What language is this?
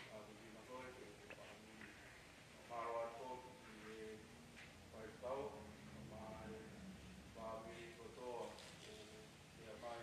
Tongan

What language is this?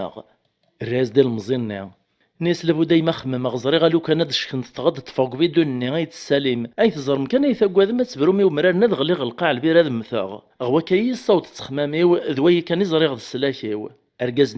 Kabyle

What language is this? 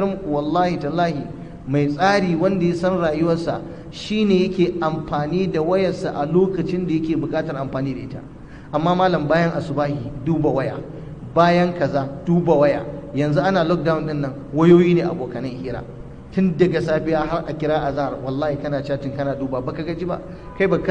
Hausa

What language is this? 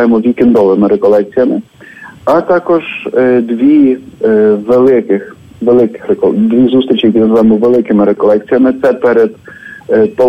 Ukrainian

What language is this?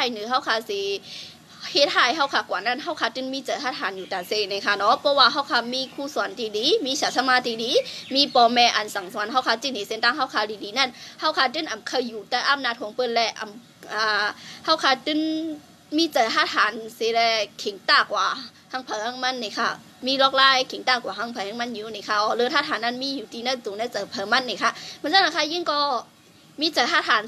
Shan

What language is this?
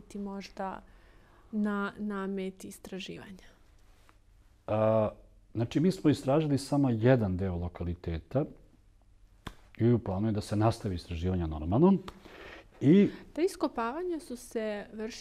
Serbian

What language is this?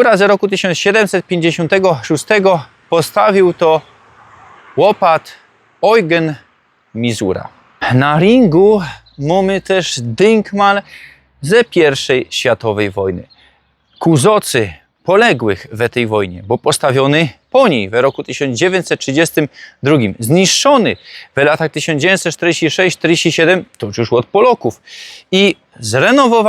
Silesian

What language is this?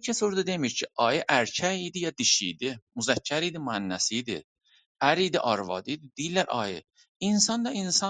South Azerbaijani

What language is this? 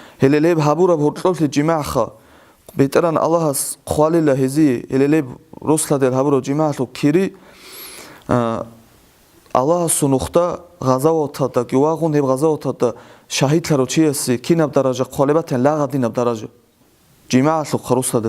Avaric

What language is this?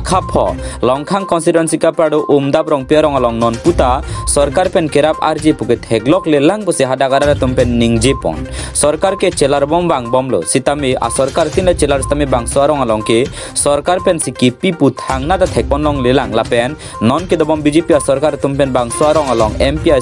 Karbi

